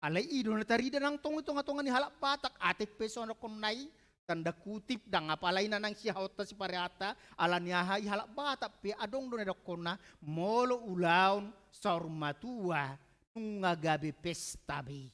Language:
Batak Toba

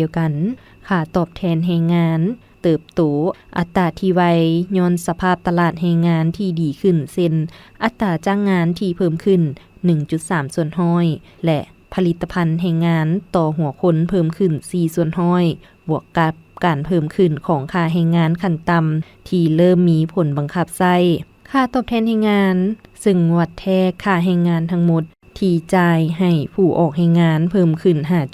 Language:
Lao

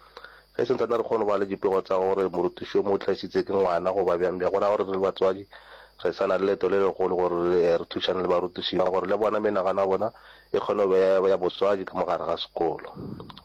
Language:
Northern Sotho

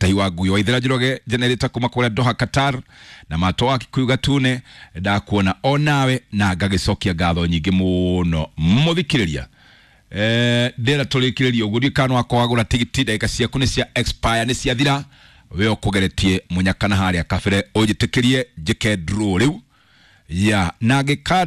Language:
Kikuyu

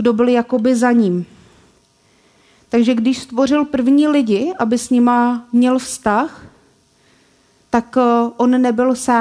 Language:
Czech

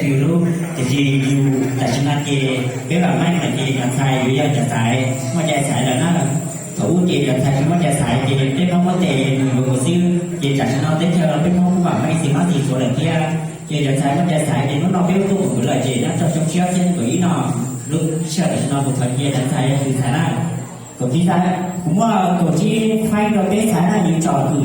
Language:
Hmong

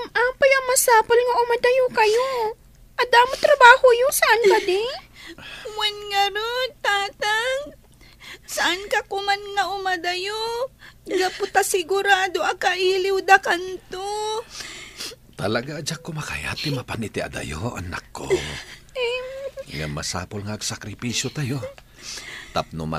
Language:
Iloko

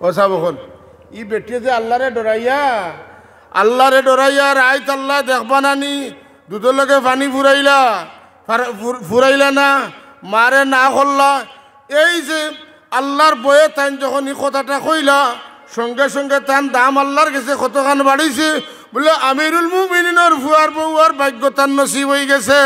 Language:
Sylheti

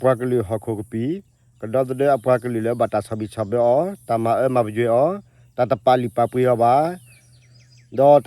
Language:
S'gaw Karen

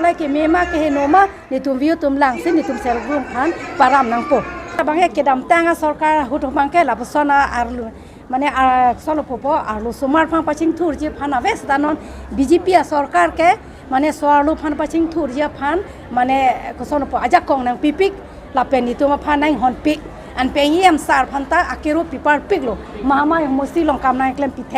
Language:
Karbi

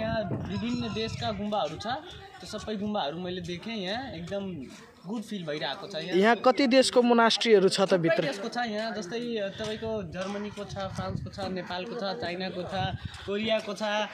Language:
Nepali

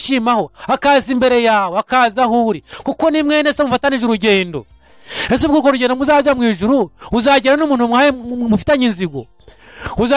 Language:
Kinyarwanda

